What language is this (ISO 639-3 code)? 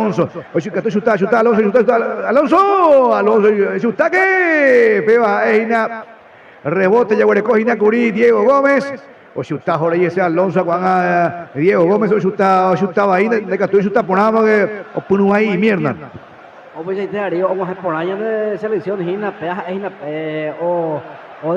grn